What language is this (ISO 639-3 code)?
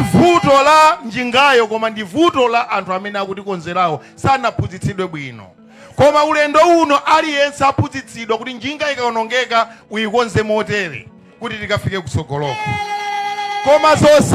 nya